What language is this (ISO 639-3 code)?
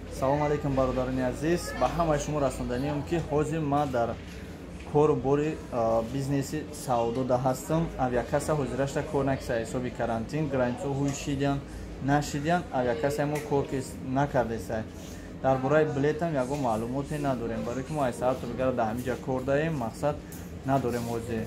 tgk